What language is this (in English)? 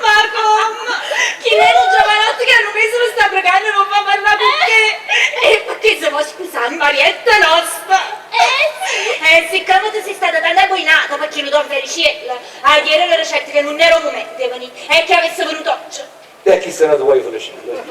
Neapolitan